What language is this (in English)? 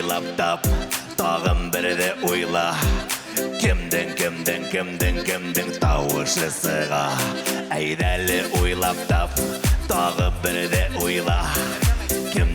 Bashkir